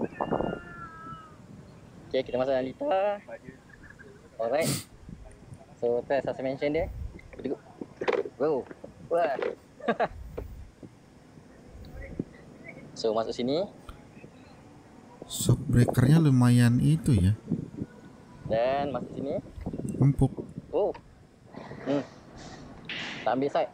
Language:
Malay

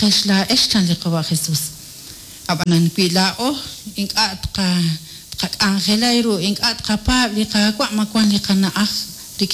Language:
Kekchí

